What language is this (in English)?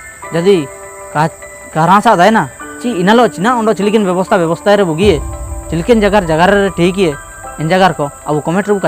Ho